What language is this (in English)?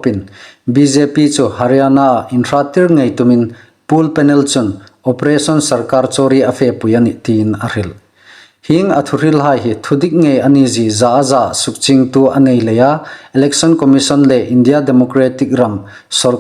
Hmar